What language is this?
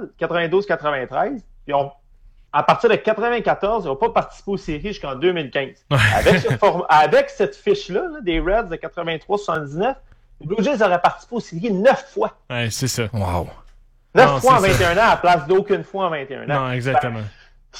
French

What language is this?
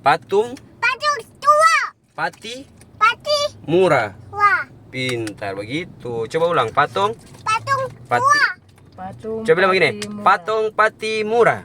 Ambonese Malay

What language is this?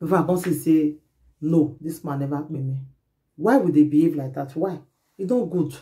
Nigerian Pidgin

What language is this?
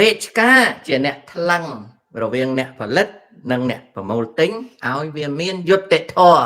Khmer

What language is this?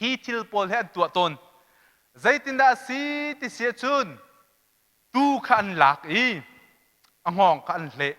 Hakha Chin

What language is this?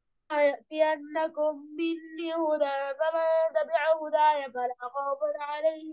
Arabic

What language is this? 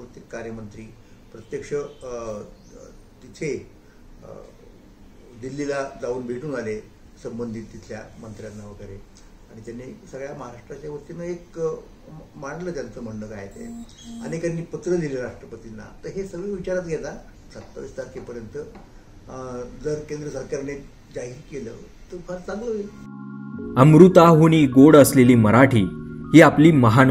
Marathi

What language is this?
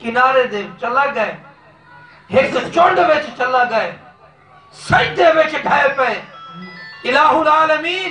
Saraiki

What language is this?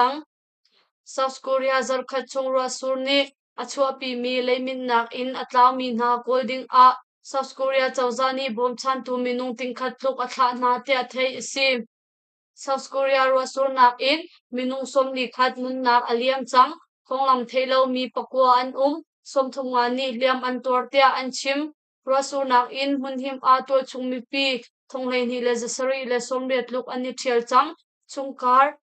Hakha Chin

